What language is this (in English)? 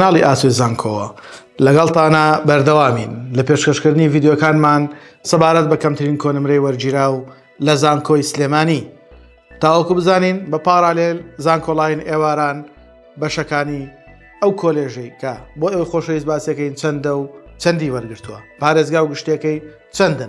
Central Kurdish